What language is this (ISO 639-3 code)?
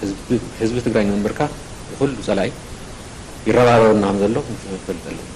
tir